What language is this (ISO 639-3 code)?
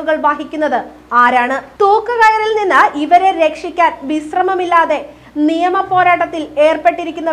mal